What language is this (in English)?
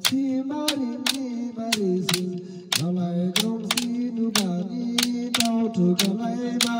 Dimasa